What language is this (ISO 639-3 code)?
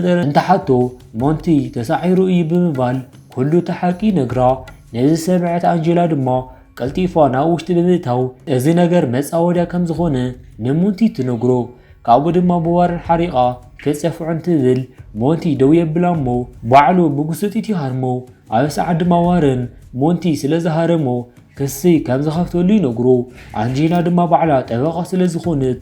tir